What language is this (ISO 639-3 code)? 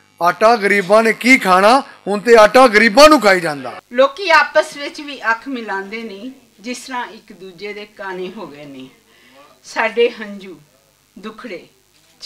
lah